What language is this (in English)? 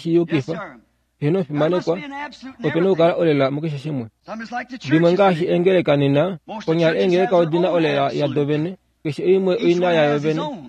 Kuanyama